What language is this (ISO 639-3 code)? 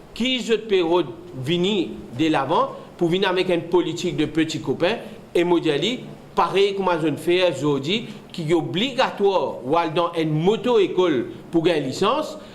mfe